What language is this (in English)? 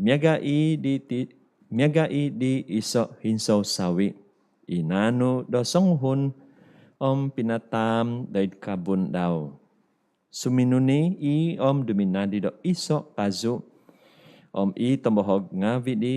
Central Dusun